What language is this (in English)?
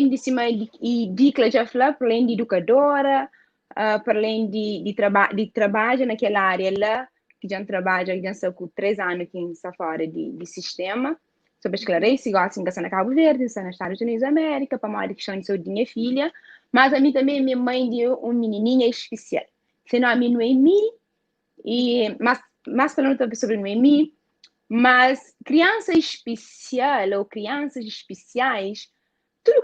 Kabuverdianu